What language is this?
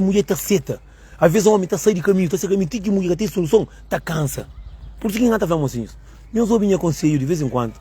Kabuverdianu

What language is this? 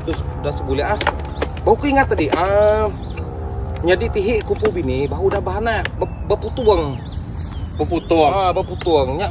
Iban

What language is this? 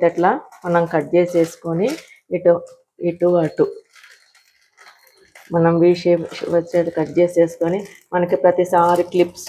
Telugu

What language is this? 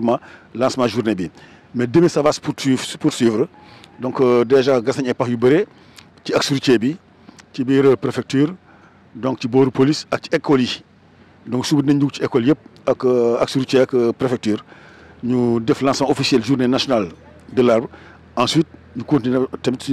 Wolof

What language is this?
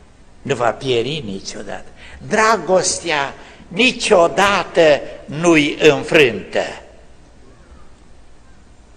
Romanian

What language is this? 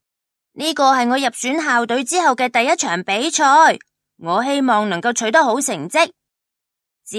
Cantonese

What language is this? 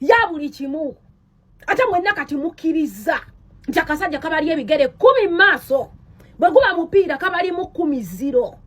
Ganda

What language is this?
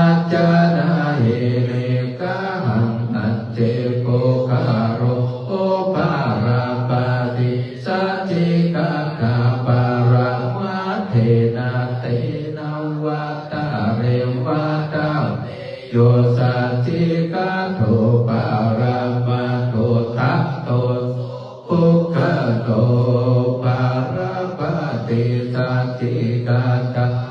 Pali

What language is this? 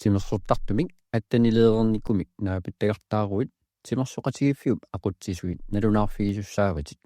Kalaallisut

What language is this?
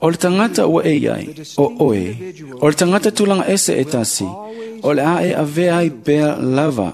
Samoan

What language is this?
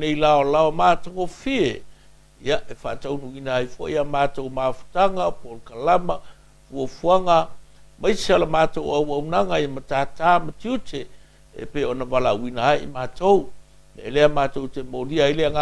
Samoan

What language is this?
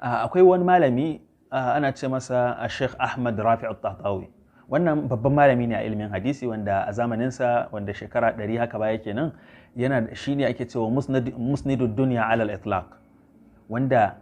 Hausa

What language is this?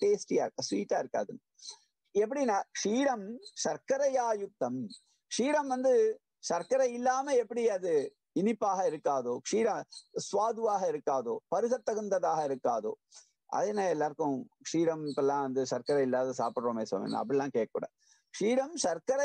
Tamil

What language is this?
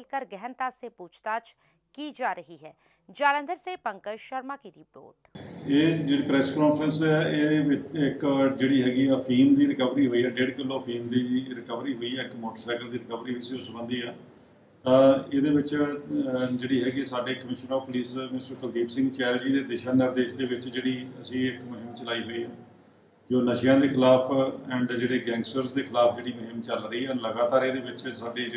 Punjabi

